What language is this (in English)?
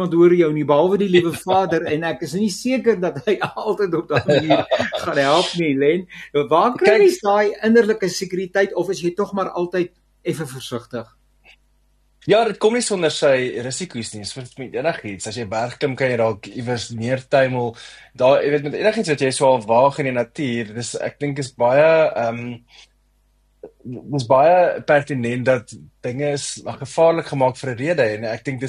Afrikaans